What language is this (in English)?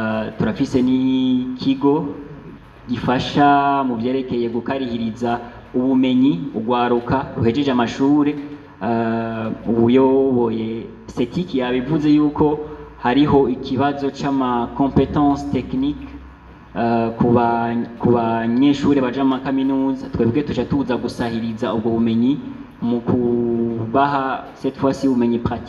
Rundi